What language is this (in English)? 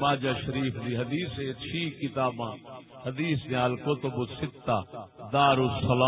Saraiki